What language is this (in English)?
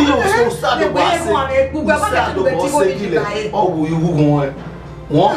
Bini